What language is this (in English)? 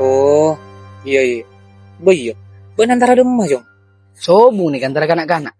Madurese